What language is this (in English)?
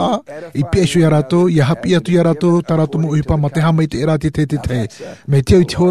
Tahitian